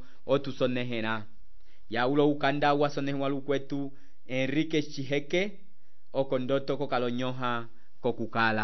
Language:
Umbundu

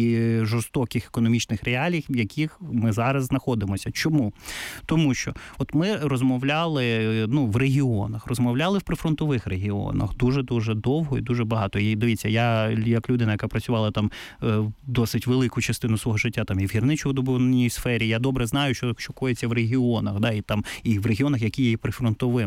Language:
Ukrainian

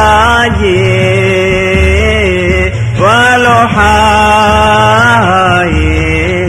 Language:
Swahili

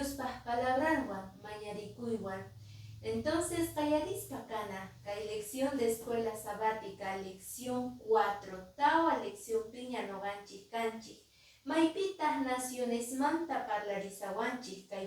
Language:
Quechua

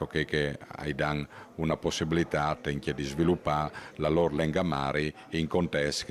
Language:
Friulian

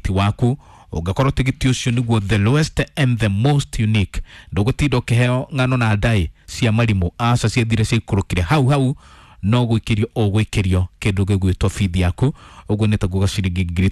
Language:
Kikuyu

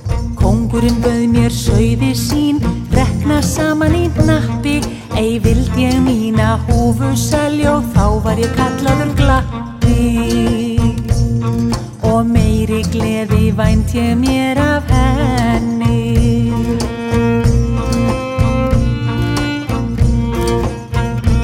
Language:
Icelandic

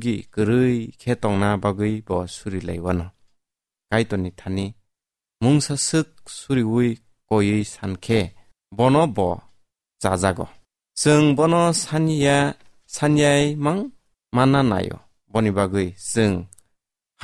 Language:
Kok Borok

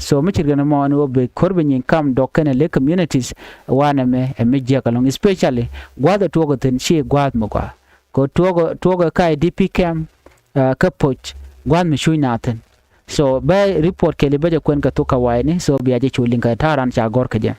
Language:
Nuer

